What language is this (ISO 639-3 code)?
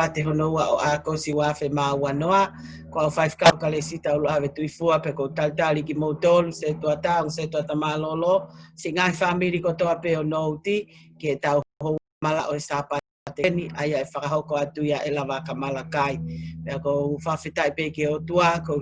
ton